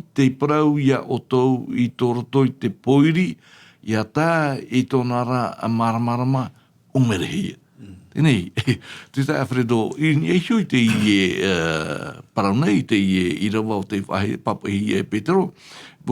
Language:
Tahitian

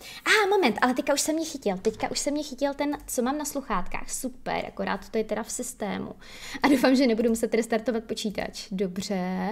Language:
Czech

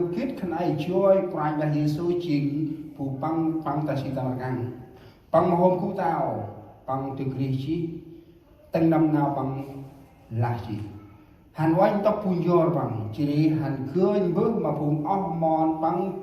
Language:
Central Mnong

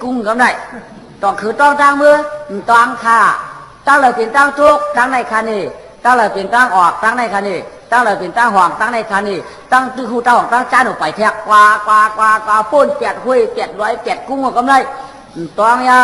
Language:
Shan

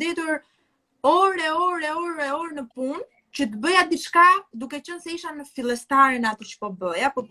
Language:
Albanian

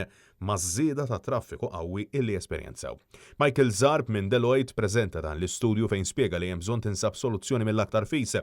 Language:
Maltese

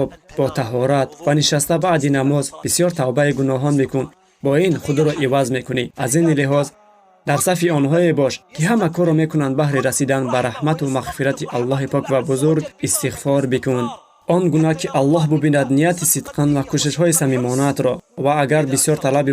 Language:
Tajik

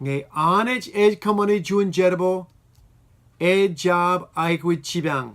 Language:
Marshallese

